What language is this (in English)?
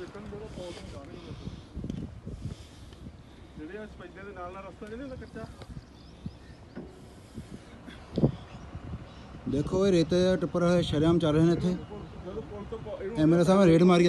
Punjabi